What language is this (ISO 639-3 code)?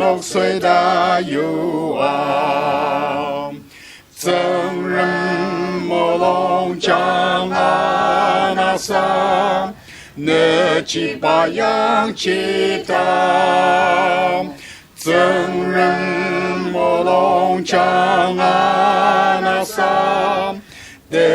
njo